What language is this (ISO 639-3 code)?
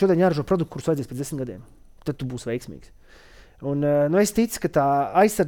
lav